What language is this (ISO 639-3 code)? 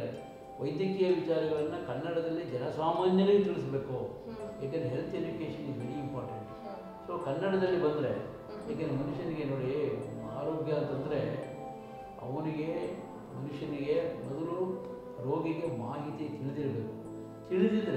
kan